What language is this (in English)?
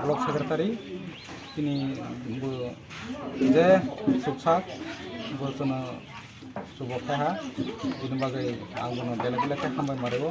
Kok Borok